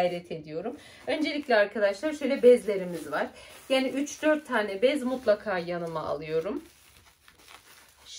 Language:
Turkish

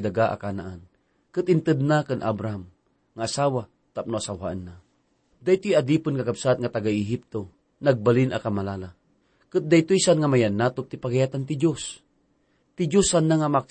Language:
Iloko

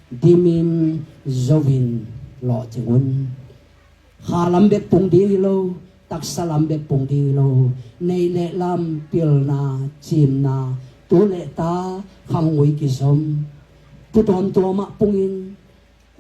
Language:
Tedim Chin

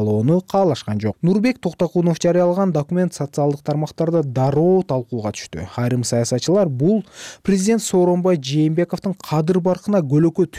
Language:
Kyrgyz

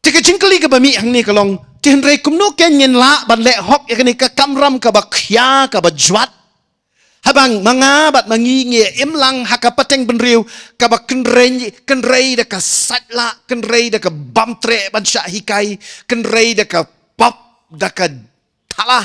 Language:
Khasi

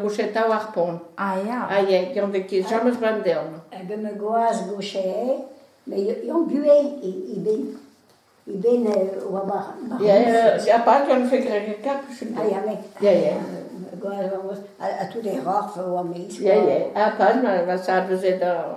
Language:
Breton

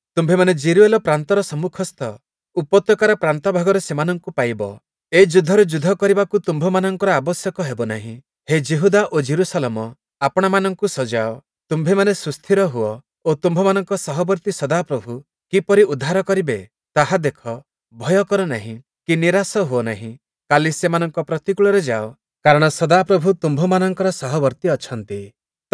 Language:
Odia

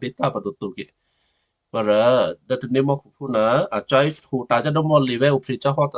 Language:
Western Kayah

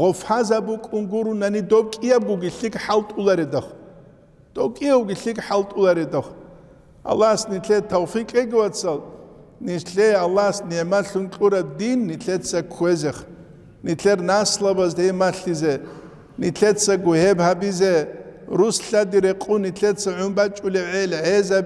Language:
Avaric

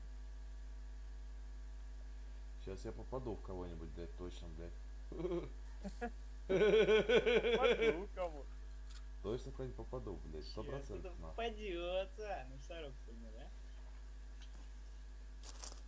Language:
Russian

